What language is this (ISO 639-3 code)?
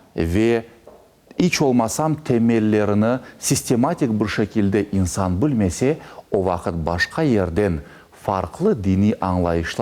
crh